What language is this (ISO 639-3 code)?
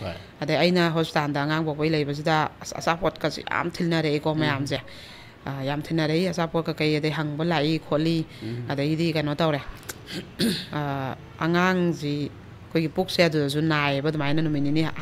mni